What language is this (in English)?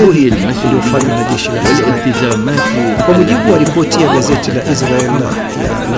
Swahili